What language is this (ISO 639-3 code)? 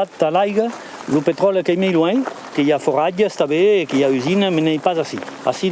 oci